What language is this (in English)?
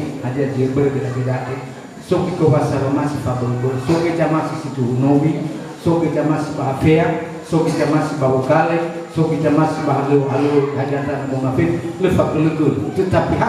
Nias